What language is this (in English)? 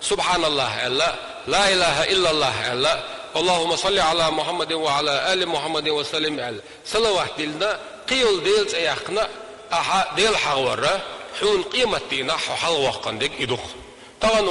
Chechen